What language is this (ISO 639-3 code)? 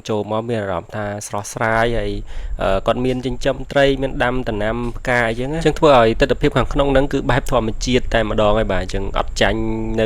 khm